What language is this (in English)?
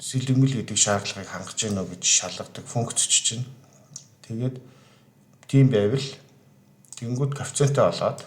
Mongolian